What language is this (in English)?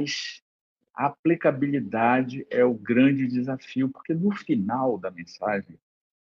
Portuguese